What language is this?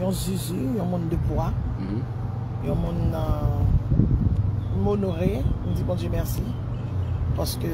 Haitian Creole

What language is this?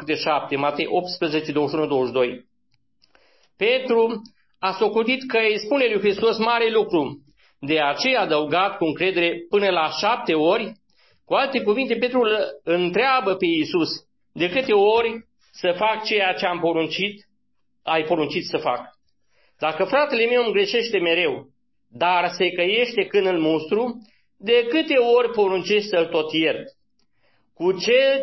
Romanian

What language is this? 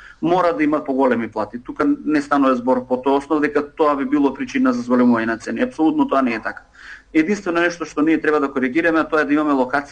Macedonian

